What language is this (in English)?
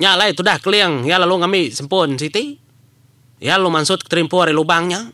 Iban